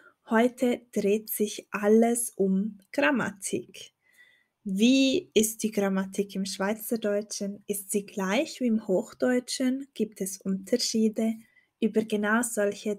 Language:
Swiss German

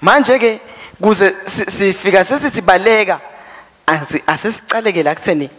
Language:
Swati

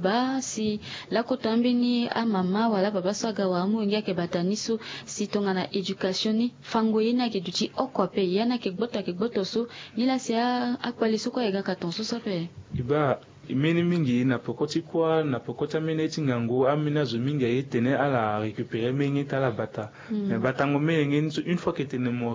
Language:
Sango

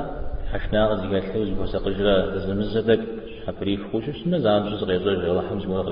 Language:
Kabardian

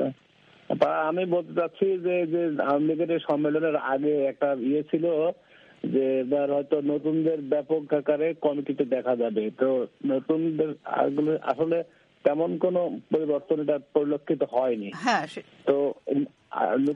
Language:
Bangla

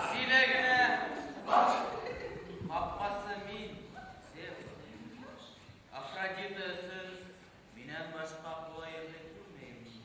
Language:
Bashkir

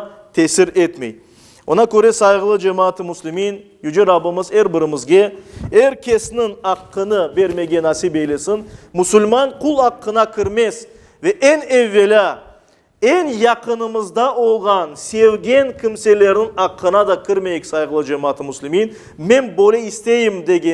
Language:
Crimean Tatar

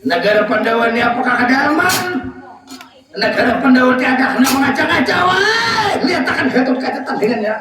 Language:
Banjar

